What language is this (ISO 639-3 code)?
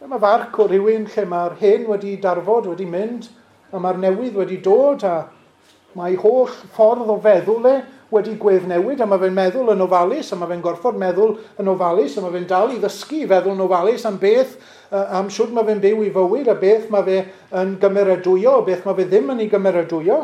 cym